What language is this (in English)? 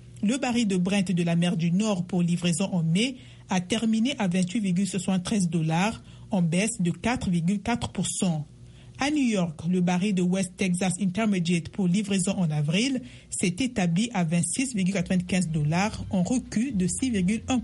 French